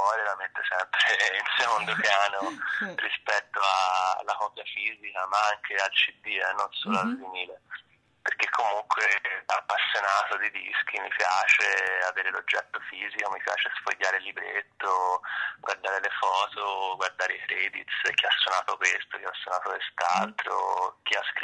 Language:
Italian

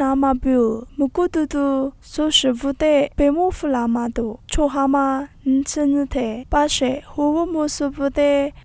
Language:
Lisu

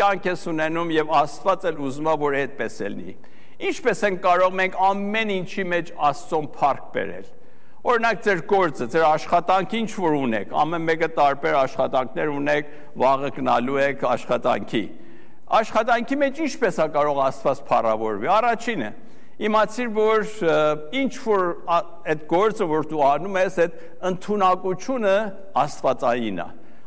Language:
Armenian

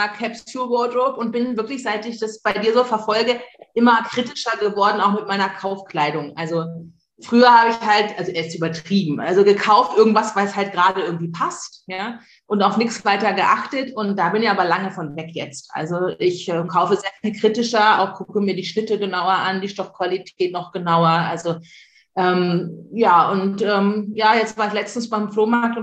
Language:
German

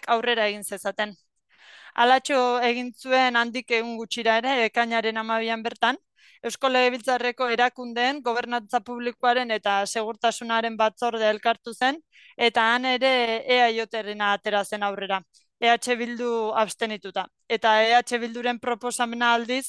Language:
Basque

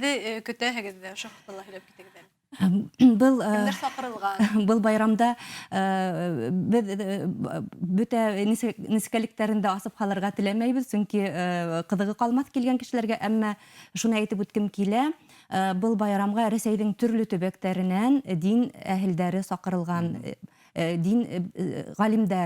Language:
Bashkir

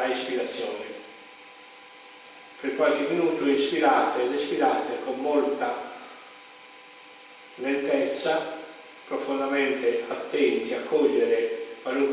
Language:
Italian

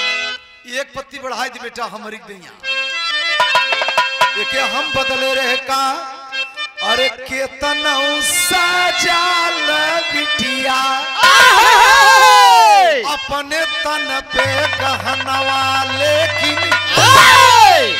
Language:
Bhojpuri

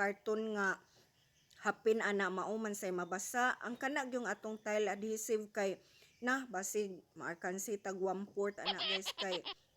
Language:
Cebuano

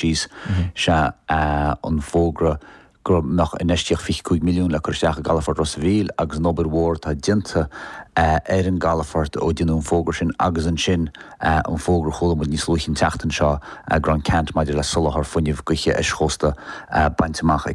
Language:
Irish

